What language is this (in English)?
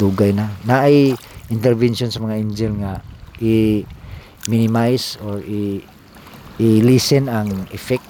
Cebuano